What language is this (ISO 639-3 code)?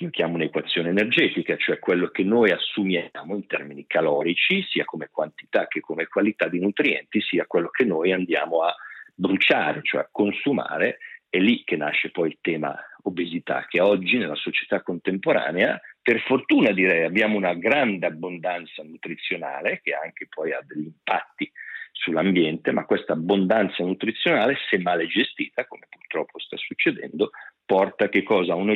ita